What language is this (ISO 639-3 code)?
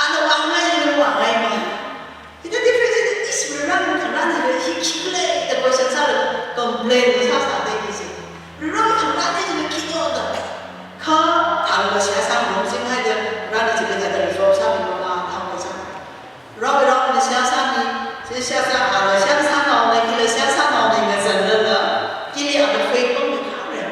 nmf